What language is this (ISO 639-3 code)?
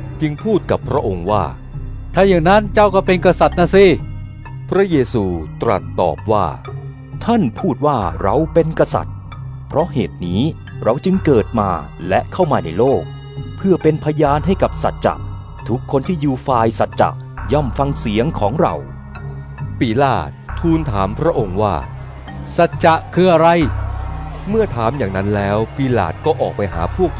tha